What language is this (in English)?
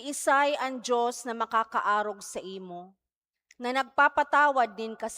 Bikol